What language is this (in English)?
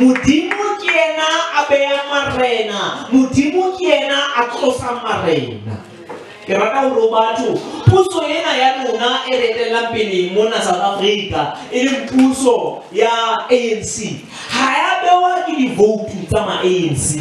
Southern Sotho